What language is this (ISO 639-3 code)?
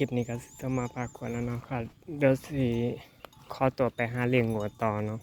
tts